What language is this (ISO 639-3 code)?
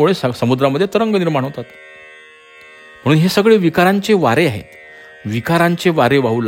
mar